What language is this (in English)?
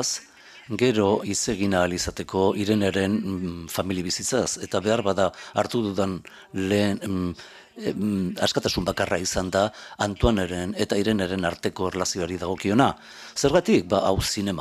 Basque